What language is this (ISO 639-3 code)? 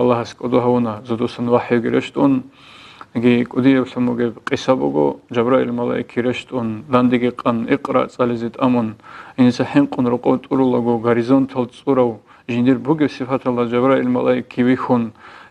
ava